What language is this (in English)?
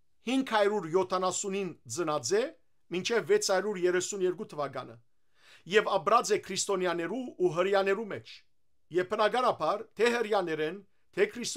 Western Armenian